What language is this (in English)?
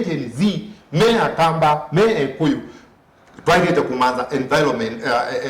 Kamba